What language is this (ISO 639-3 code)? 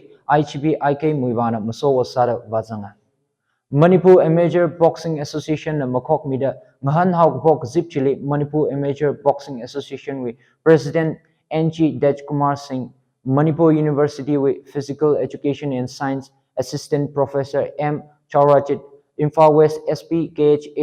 nmf